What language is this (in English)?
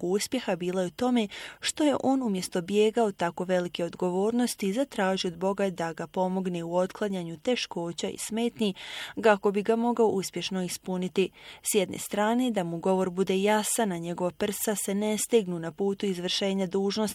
Bosnian